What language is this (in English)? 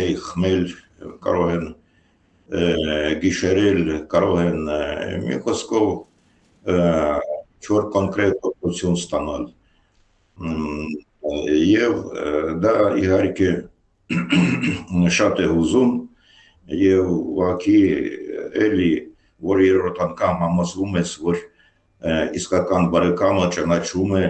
Armenian